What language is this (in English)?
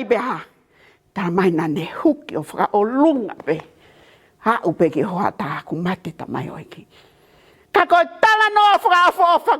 Tongan